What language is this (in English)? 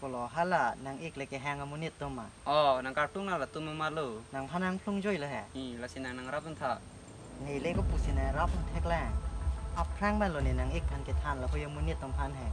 Karbi